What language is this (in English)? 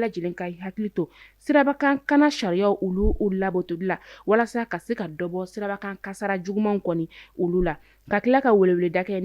Bambara